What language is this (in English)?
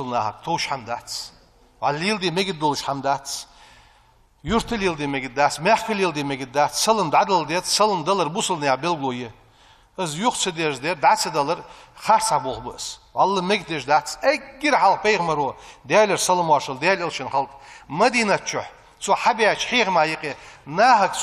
Ingush